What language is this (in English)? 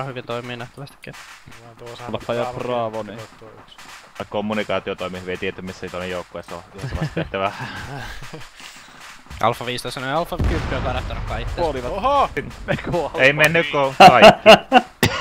Finnish